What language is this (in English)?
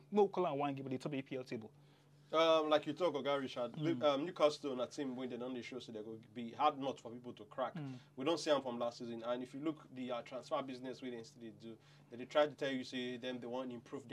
Nigerian Pidgin